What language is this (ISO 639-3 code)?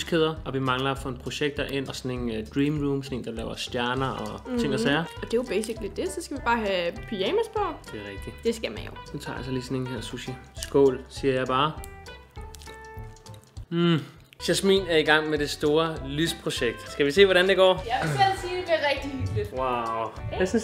dan